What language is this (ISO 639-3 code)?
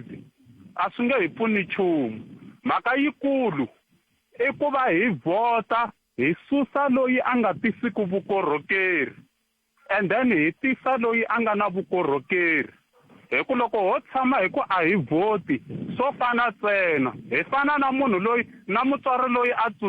tso